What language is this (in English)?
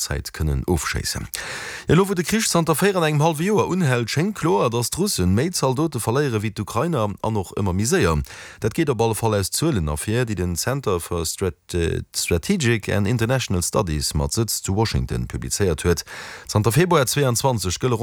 Luxembourgish